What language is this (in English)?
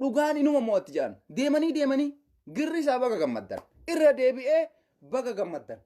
Oromo